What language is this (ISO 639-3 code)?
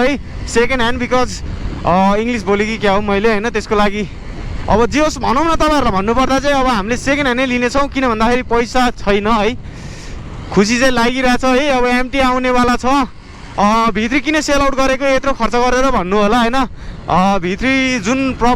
nep